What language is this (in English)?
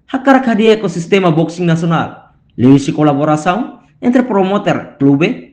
Tetum